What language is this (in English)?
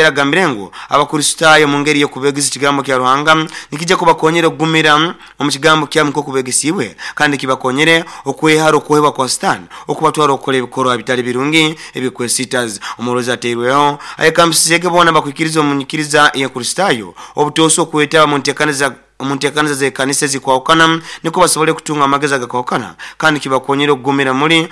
Nyoro